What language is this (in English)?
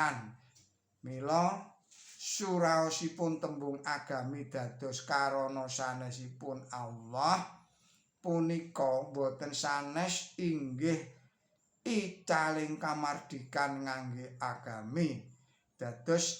Javanese